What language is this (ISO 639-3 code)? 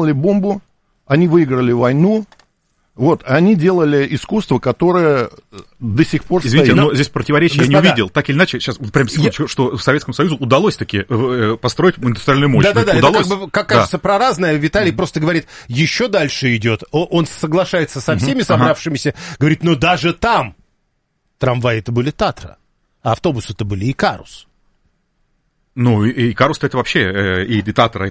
rus